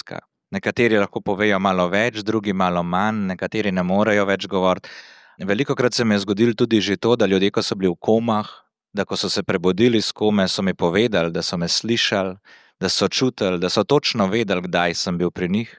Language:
Slovenian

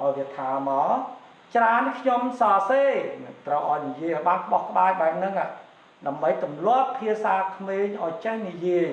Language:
Khmer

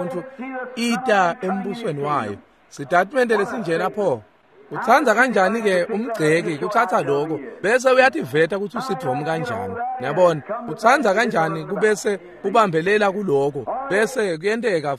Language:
Swati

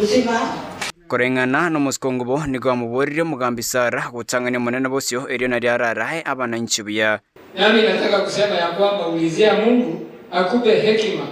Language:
Gusii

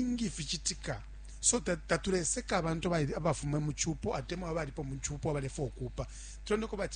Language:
Bemba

